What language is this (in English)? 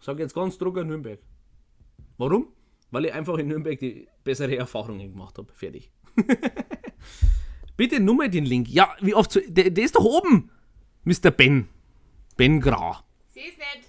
Bavarian